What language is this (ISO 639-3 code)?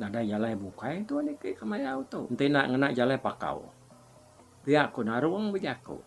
iba